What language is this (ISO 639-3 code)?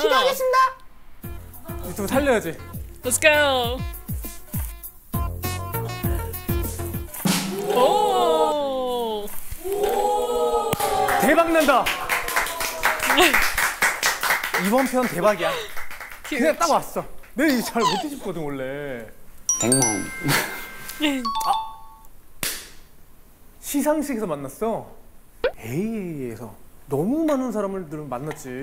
kor